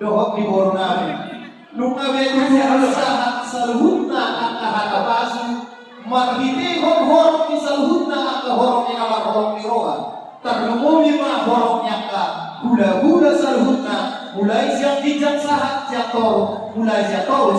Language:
Batak Toba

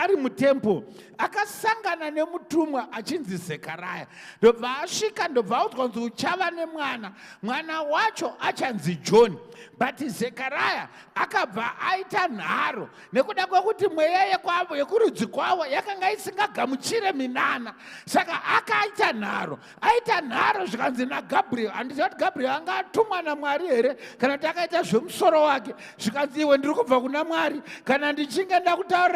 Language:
Shona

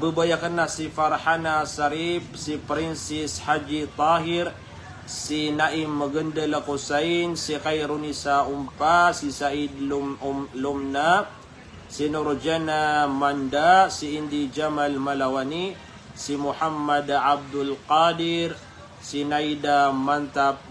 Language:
Maranao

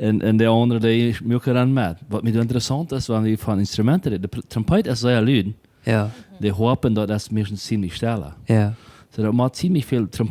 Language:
Plautdietsch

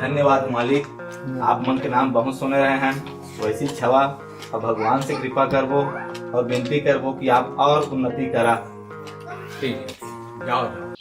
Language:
Chhattisgarhi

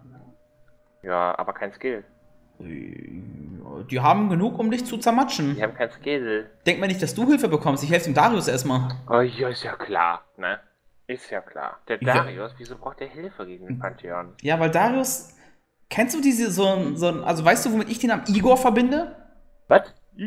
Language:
German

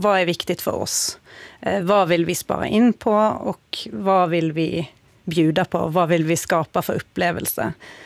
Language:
Swedish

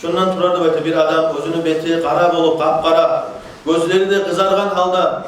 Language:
Kumyk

